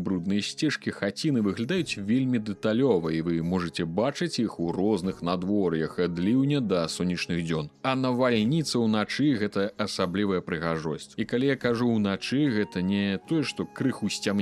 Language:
Belarusian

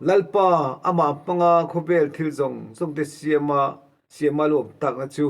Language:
Mizo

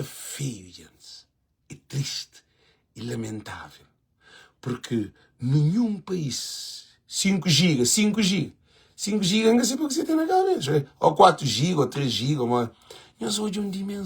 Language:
Kabuverdianu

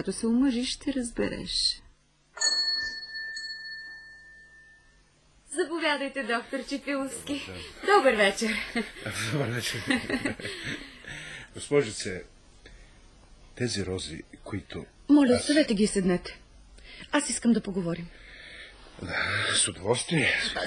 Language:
Bulgarian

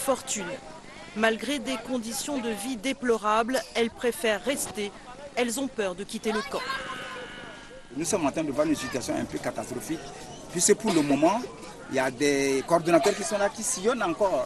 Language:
French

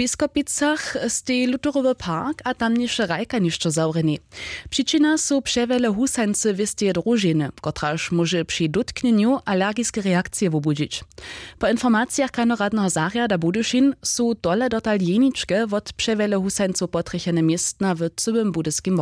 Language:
Upper Sorbian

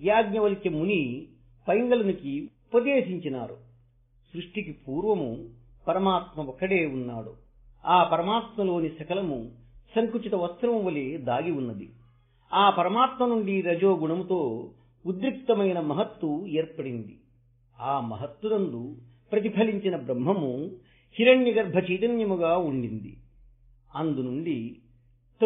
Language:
Telugu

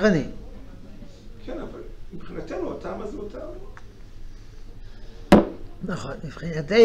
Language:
Hebrew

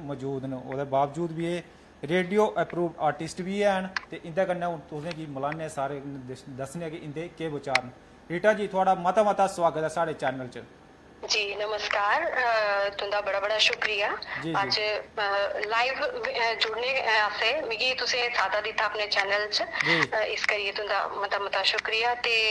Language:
Dogri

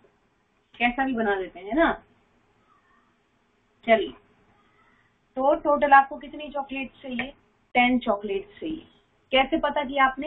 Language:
Hindi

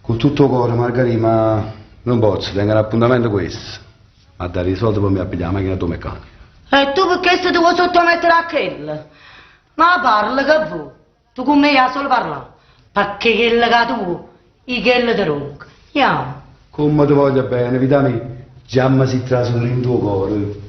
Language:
Neapolitan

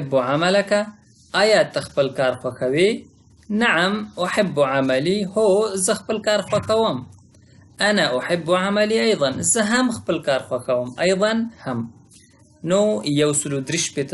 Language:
Pashto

